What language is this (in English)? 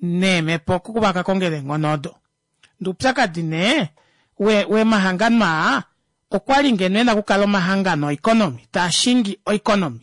Kuanyama